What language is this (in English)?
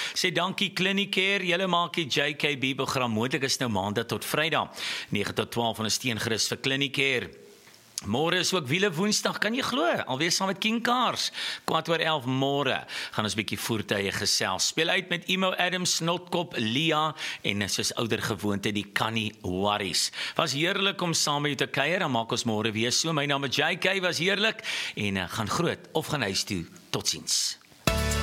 Afrikaans